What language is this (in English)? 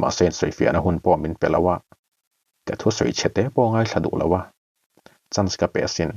Mizo